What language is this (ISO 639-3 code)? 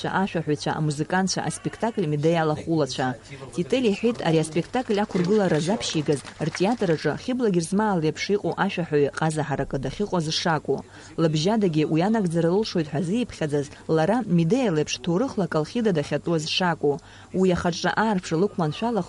abk